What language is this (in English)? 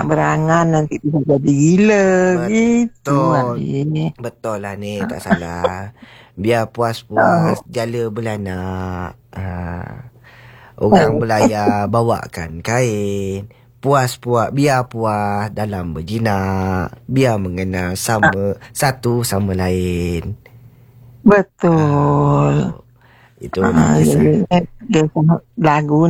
Malay